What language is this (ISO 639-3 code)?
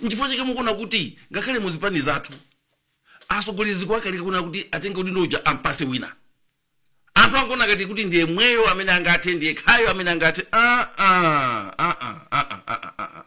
nya